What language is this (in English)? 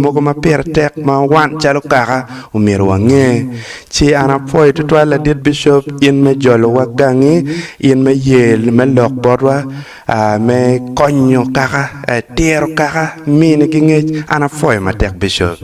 Acoli